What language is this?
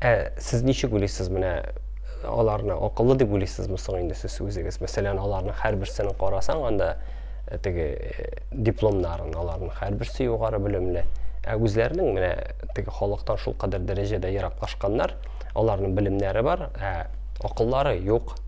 Tatar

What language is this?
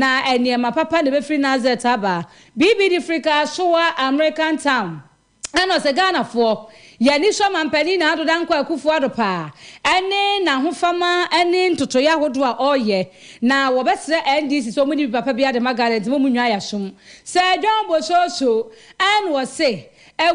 Akan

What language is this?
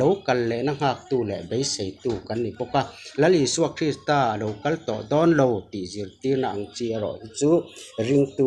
Mizo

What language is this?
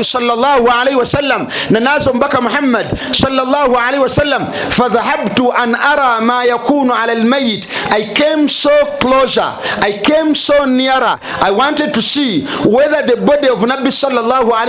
Ganda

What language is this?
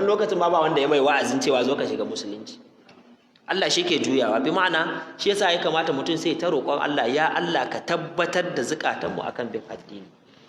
Hausa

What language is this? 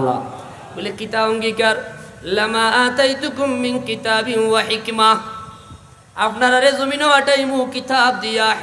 Sylheti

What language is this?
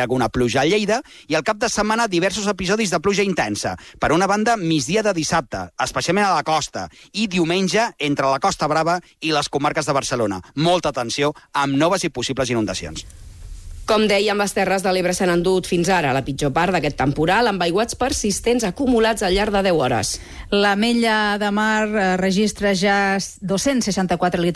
Catalan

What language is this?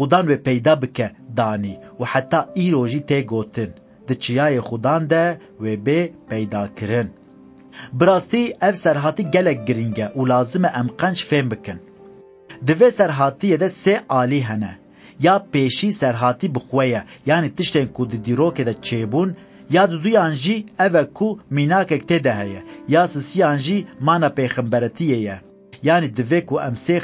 Kurdish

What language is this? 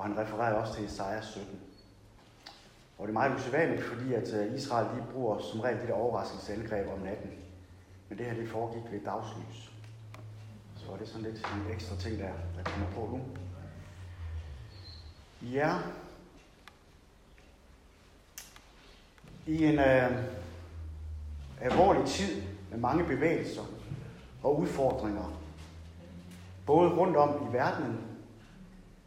Danish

